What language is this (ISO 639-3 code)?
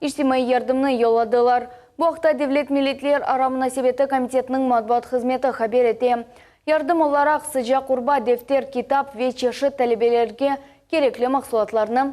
crh